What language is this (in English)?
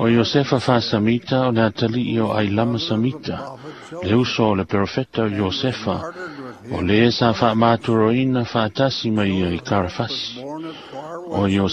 Samoan